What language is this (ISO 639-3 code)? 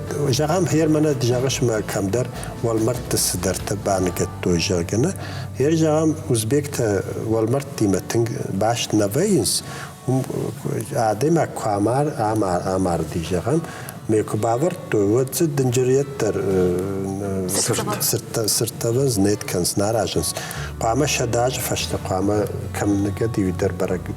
oss